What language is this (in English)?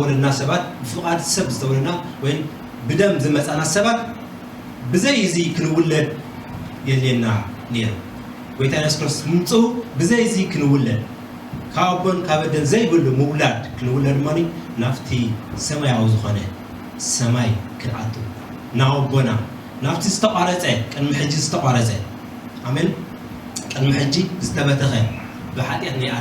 Tigrinya